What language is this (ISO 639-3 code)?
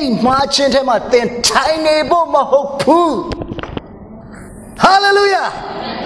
mya